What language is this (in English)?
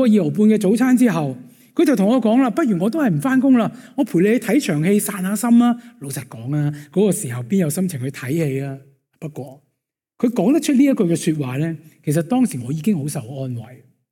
Cantonese